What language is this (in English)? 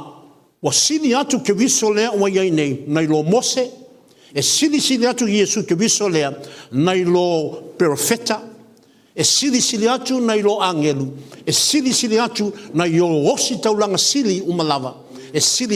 Samoan